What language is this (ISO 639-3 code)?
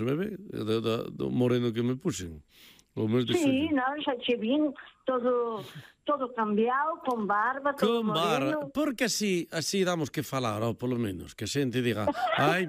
glg